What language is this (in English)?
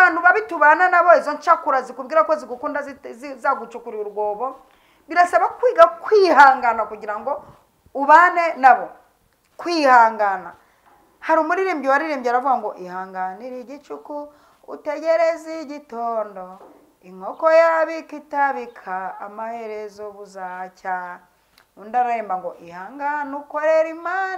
Kinyarwanda